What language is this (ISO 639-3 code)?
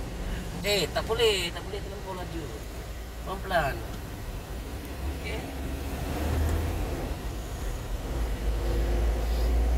msa